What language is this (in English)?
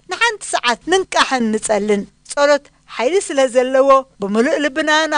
Tigrinya